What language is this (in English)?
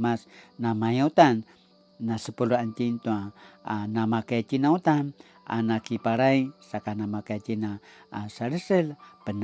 Paiwan